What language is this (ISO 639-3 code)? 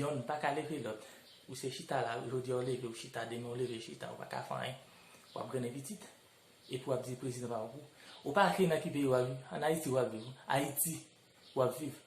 hat